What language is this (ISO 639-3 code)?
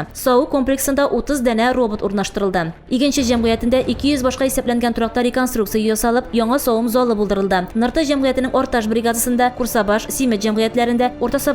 tat